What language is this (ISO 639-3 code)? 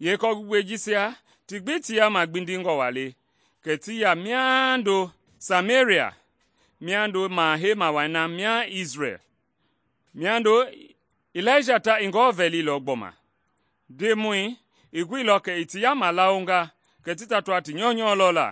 men